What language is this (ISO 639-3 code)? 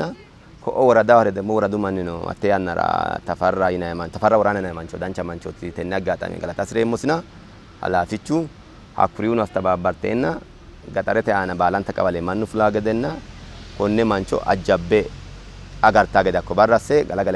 sid